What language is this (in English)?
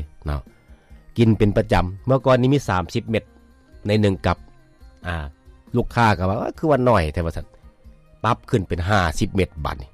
Lao